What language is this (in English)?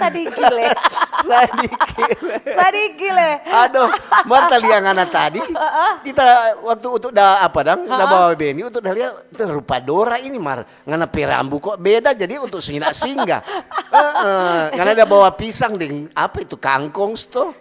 Manado Malay